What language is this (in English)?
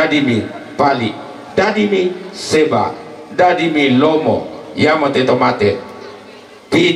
Toraja-Sa'dan